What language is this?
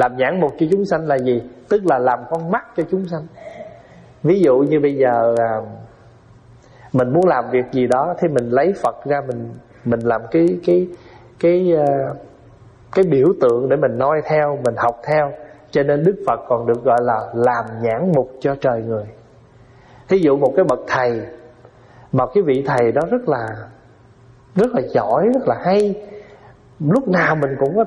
Vietnamese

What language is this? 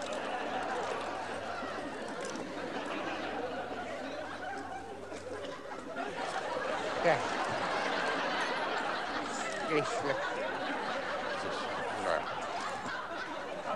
Dutch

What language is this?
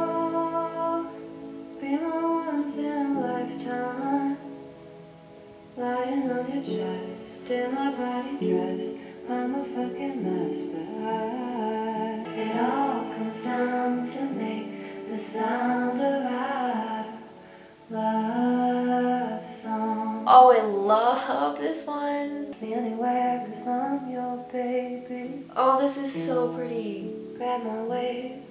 English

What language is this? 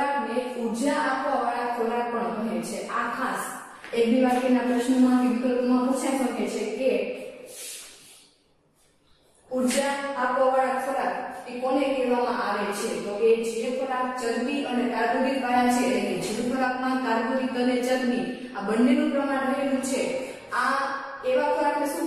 Gujarati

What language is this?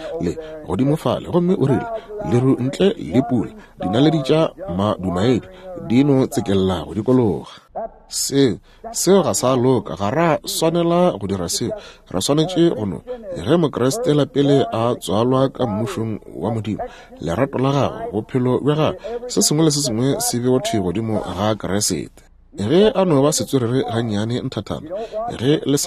Northern Sotho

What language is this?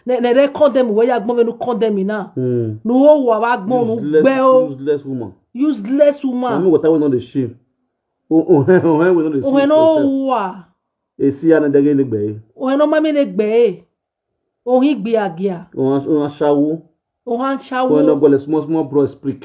Nigerian Pidgin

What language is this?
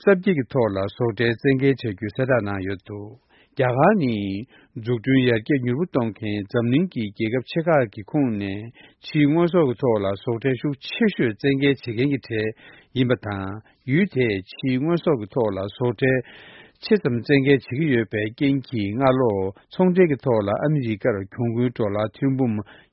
Korean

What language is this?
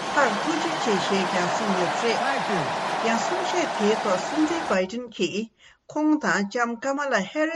Tibetan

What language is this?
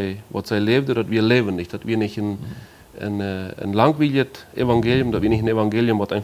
Plautdietsch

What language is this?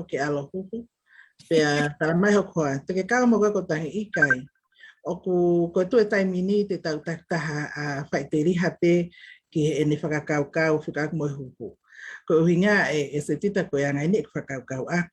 Tongan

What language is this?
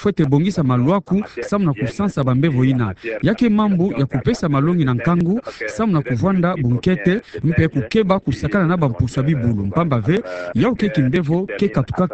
Kituba (Democratic Republic of Congo)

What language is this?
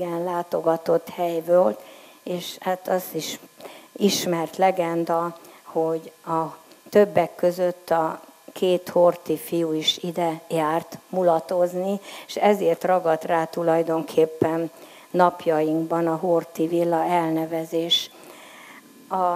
Hungarian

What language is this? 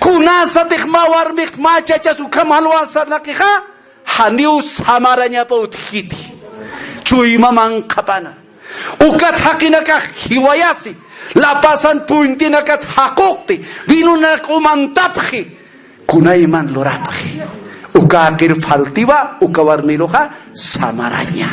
Aymara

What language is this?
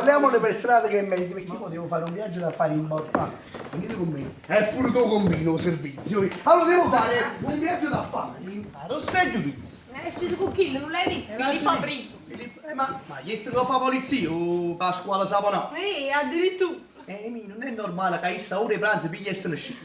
Neapolitan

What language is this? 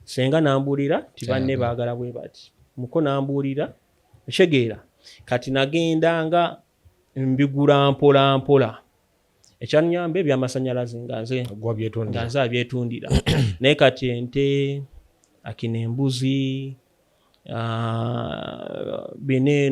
Ganda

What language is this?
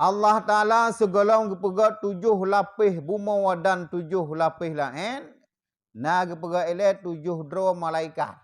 Achinese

